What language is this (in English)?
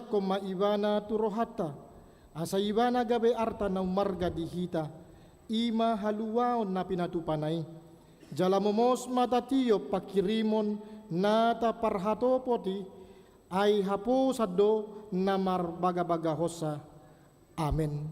Batak Toba